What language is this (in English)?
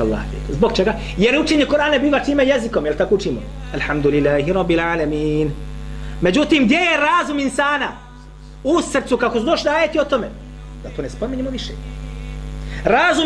Bosnian